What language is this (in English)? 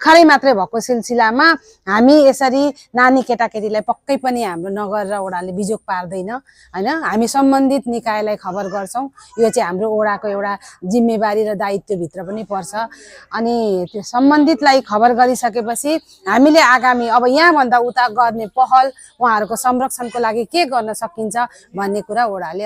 Nepali